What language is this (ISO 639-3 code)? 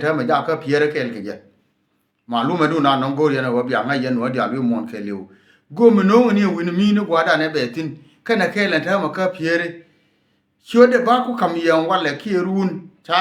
nus